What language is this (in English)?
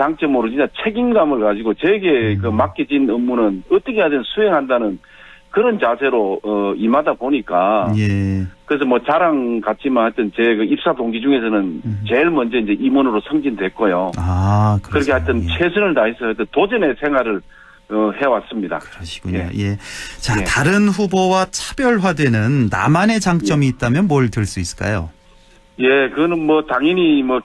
Korean